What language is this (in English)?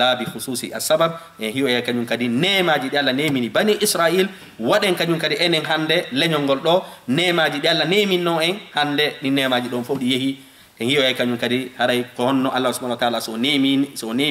Fula